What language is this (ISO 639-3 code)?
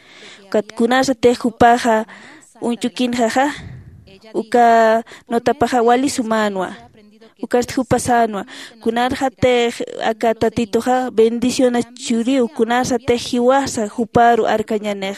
aym